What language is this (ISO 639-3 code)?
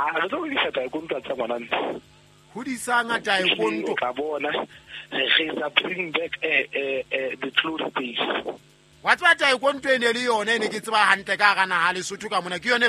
sot